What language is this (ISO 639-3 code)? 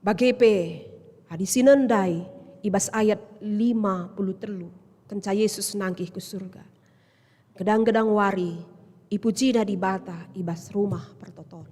btx